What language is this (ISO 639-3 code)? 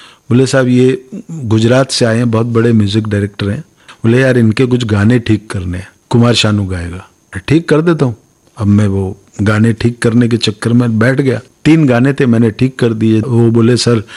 hin